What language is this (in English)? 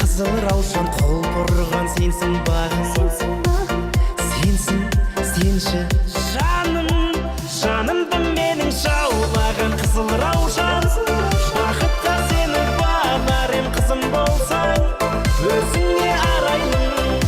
Kara-Kalpak